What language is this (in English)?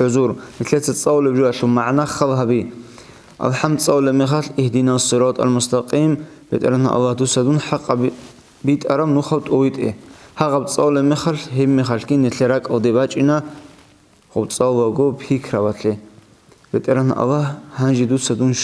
Avaric